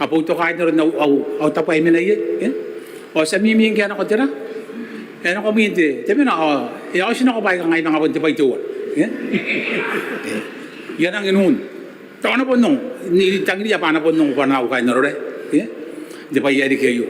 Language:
Gilbertese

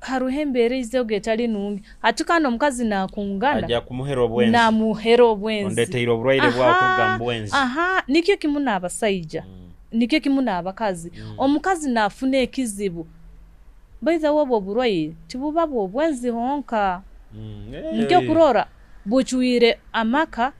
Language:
Nyoro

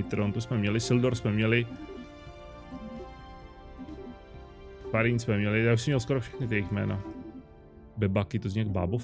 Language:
Czech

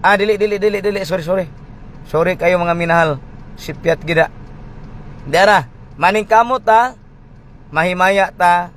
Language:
Cebuano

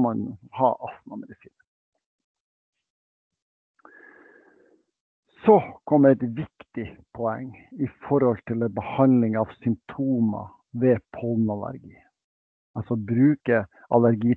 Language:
Norwegian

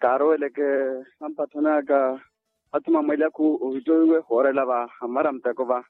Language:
Makhuwa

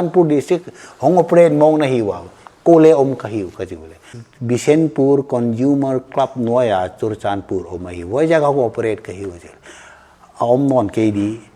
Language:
Paite Chin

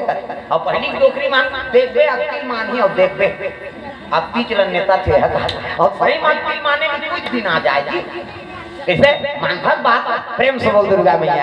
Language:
Chhattisgarhi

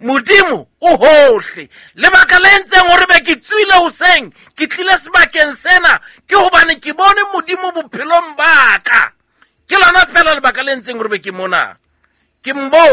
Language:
Southern Sotho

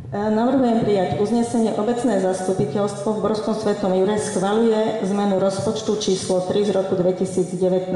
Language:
Slovak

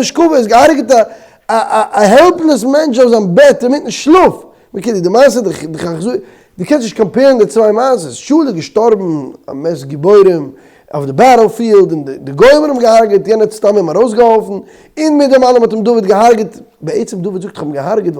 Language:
Yiddish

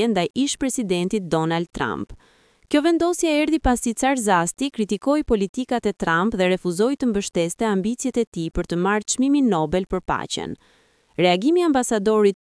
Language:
Albanian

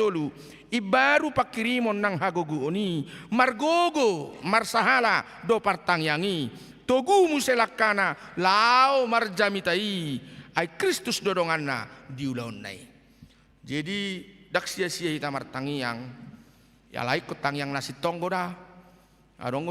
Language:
Batak Toba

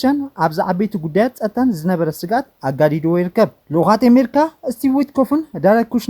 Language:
Tigrinya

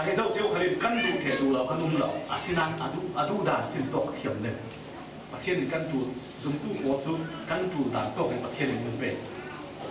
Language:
Falam Chin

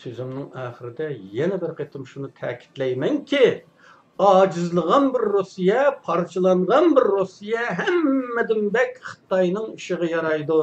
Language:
Uyghur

